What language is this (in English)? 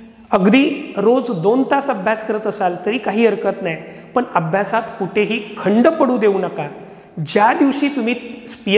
Marathi